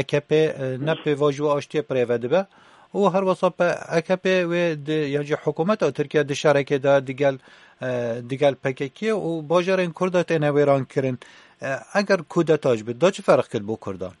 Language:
Kurdish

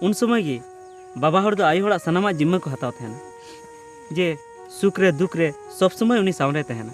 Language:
Santali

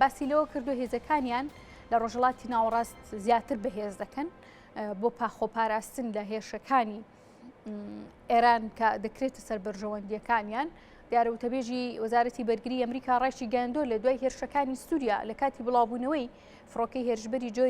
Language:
Central Kurdish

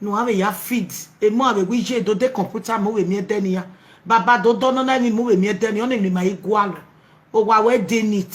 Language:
Nigerian Pidgin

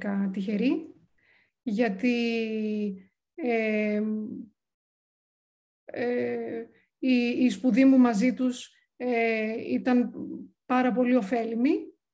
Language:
Greek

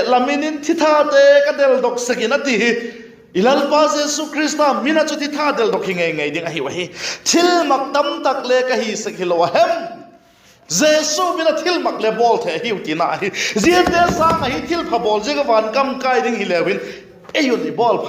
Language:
Vaiphei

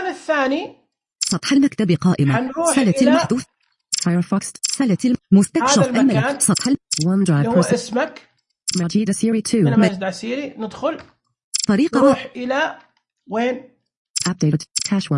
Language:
Najdi Arabic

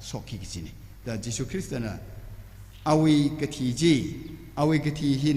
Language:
Tangkhul Naga (India)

